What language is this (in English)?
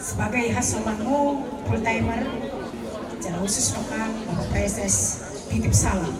Batak Simalungun